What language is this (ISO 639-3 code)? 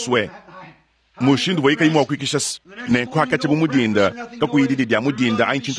lua